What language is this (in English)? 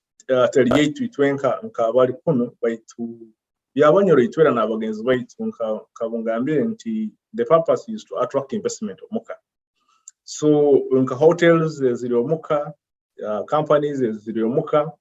Nyoro